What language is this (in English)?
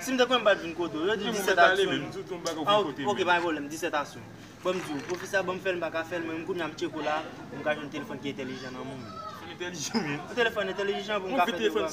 Haitian Creole